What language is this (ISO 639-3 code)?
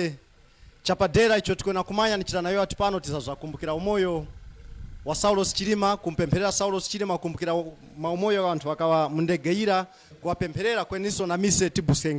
nya